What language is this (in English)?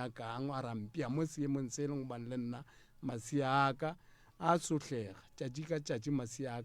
Northern Sotho